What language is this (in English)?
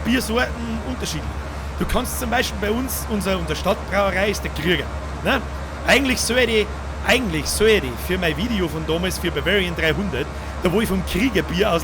Bavarian